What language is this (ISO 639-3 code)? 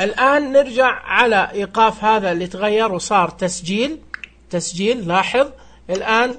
ars